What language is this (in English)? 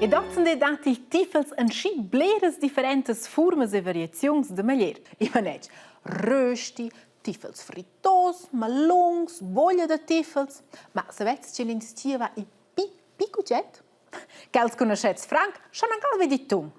Romansh